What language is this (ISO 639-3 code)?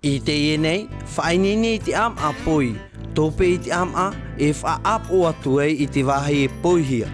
tah